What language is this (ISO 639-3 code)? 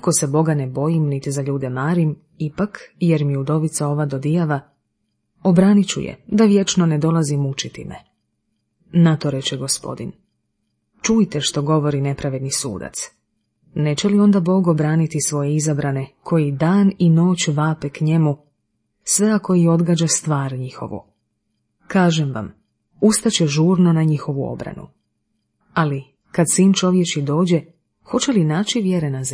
hrv